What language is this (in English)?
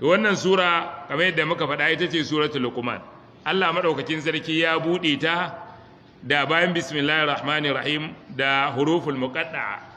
Hausa